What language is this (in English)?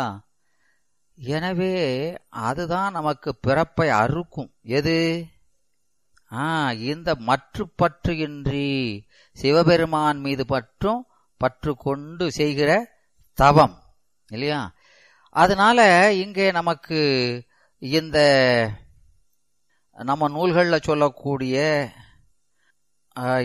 Tamil